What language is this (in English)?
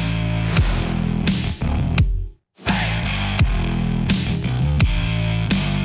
Kinyarwanda